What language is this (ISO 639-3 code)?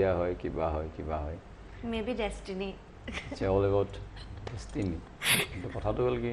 asm